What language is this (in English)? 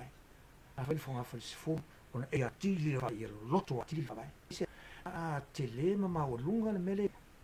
Samoan